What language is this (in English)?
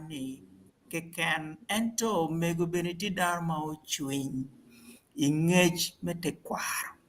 Acoli